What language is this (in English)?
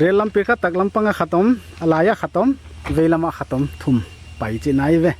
Paite Chin